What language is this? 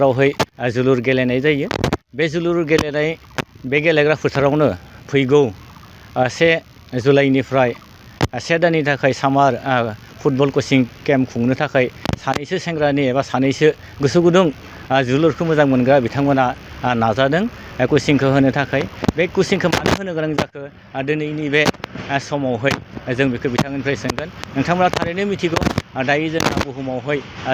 Bodo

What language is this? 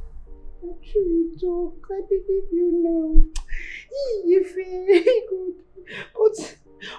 Nigerian Pidgin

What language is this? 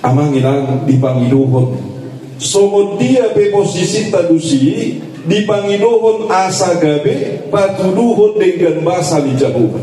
Batak Toba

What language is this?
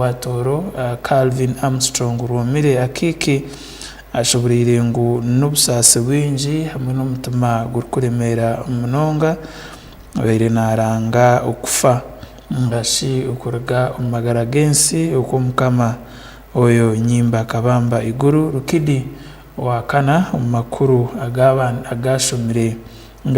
Tooro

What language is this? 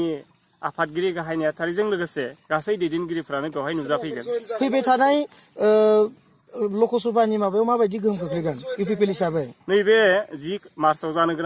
Bodo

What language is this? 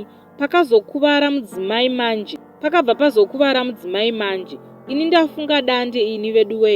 Shona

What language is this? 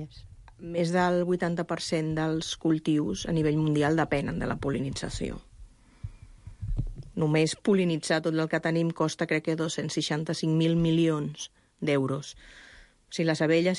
Catalan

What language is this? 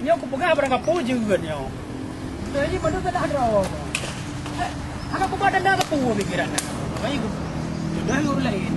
Achinese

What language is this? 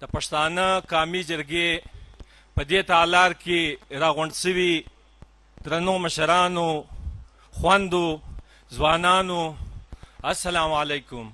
Pashto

